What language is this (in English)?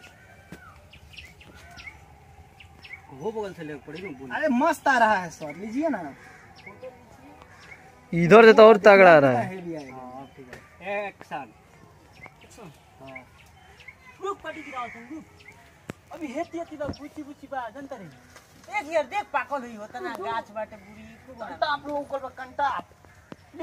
Bhojpuri